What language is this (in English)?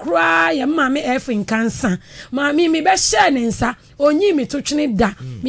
Akan